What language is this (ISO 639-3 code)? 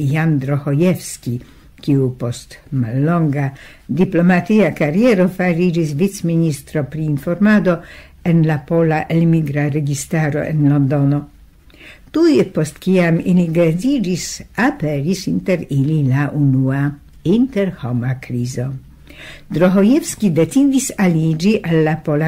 epo